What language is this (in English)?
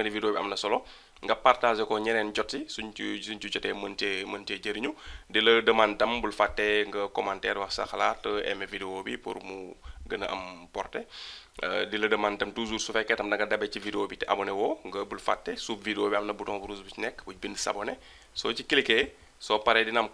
Wolof